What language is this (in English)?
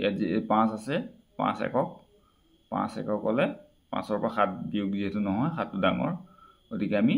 Assamese